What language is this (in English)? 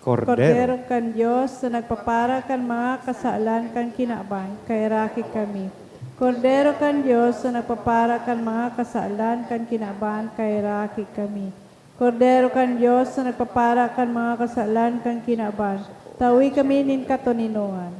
Bikol